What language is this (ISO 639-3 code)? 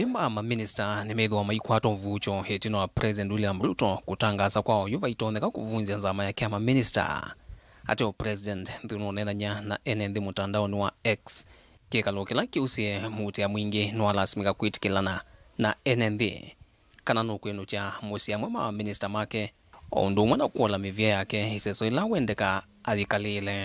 kam